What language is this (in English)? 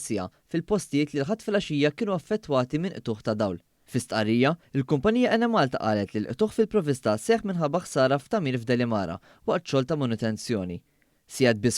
Maltese